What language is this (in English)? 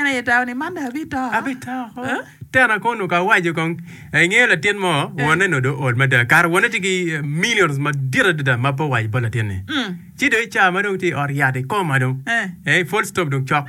Acoli